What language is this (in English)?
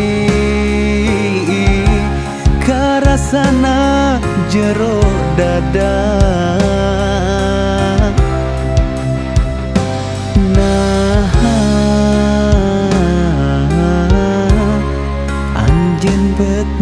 Sundanese